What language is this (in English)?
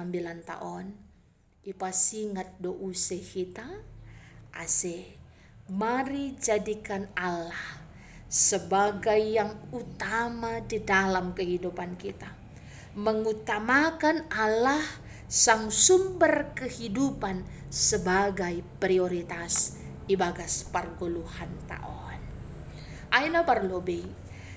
Batak Simalungun